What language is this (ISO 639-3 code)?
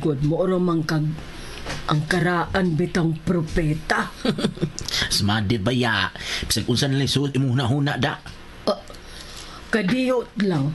ceb